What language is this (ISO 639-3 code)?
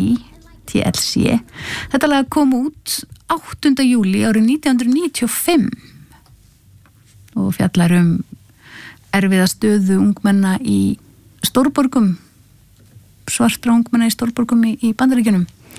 isl